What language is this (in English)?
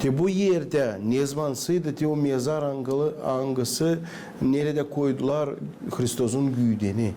Gagauz